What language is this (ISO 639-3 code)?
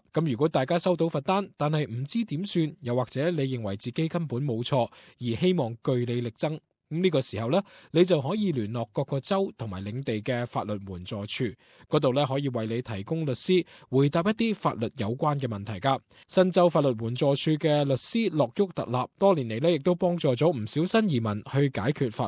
yue